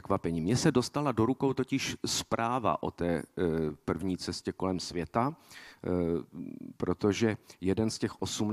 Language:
Czech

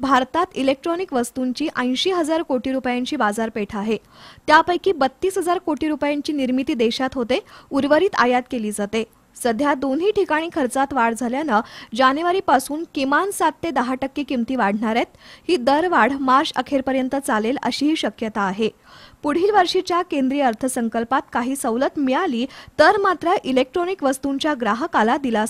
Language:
Marathi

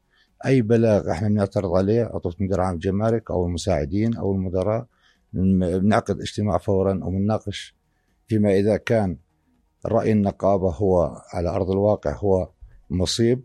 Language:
North Levantine Arabic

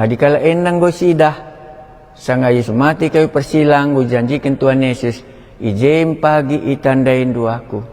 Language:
Batak Karo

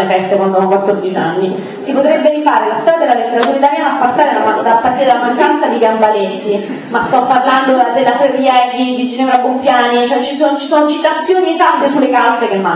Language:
Italian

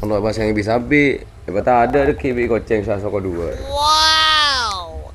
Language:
Madurese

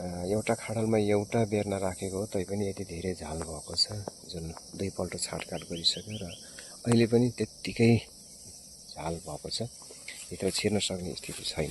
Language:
Nepali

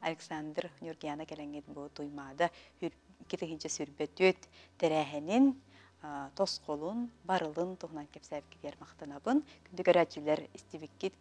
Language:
Yakut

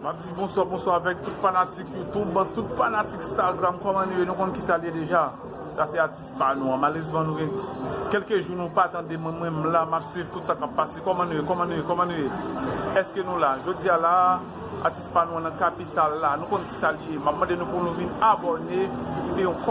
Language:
Haitian Creole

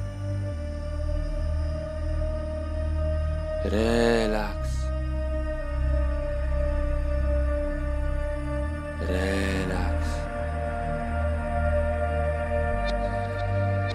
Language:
Polish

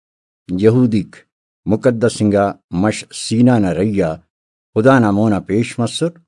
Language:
Brahui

